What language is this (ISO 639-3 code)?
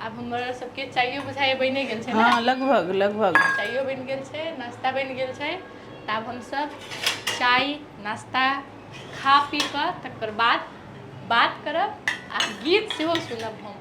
mai